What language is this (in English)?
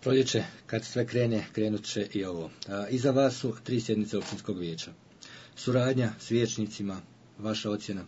Bosnian